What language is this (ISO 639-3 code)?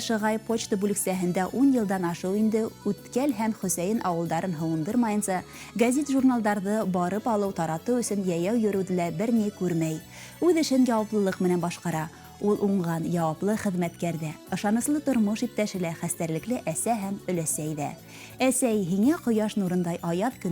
bak